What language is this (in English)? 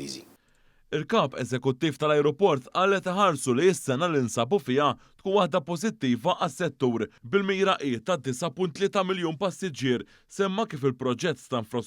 Maltese